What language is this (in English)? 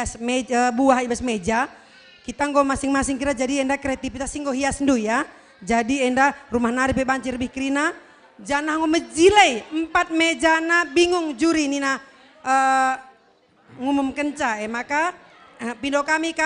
Batak Karo